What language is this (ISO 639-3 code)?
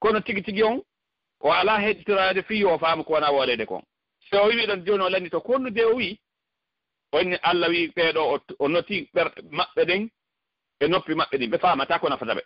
ful